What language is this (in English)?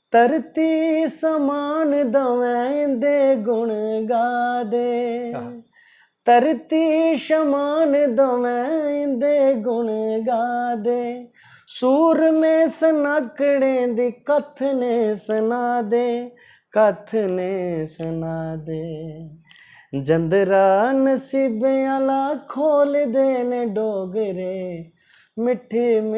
Dogri